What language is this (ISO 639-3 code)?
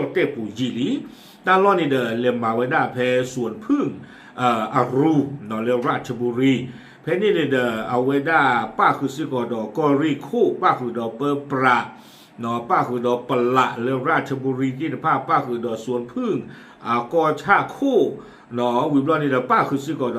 ksw